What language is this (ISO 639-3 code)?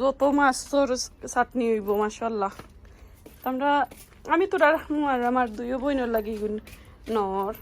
syl